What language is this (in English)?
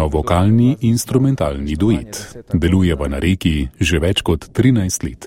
Slovenian